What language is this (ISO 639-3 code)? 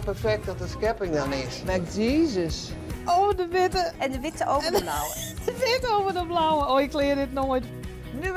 fry